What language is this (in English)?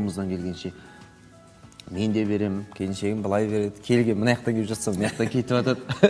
Kazakh